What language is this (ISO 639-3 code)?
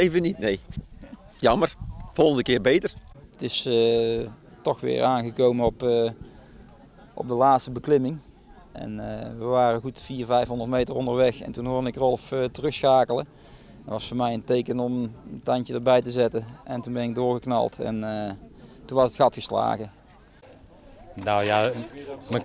nld